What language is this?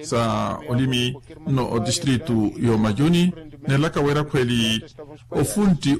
Makhuwa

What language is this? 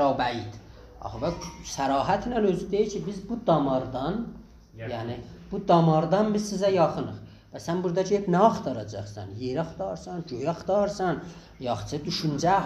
South Azerbaijani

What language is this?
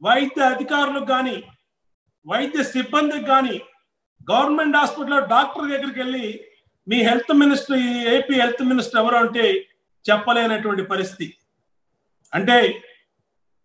Telugu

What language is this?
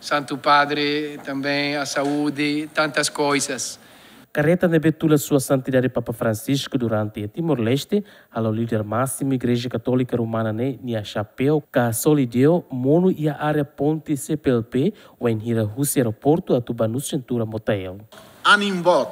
Tetum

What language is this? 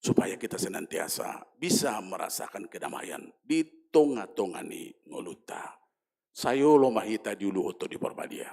Batak Toba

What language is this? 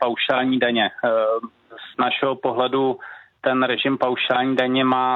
Czech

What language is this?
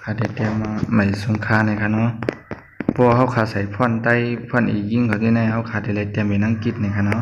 Shan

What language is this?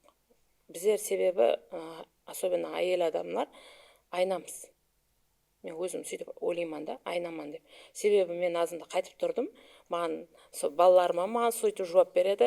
Kara-Kalpak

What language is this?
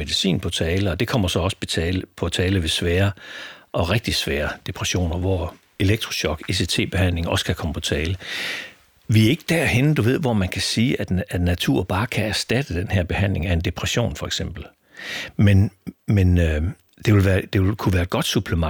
Danish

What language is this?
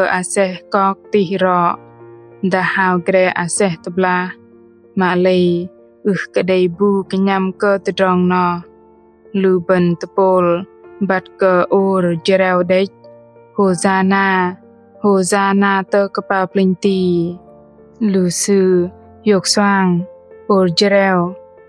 Bahnar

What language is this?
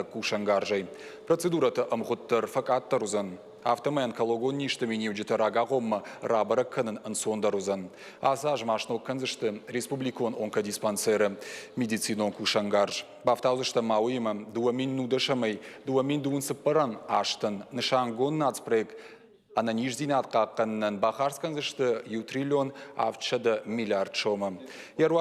Ossetic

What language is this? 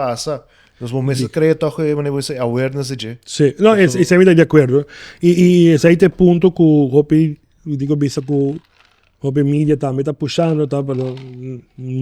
Papiamento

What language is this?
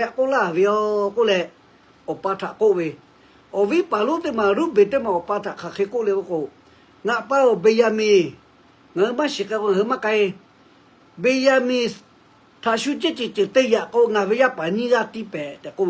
Lahu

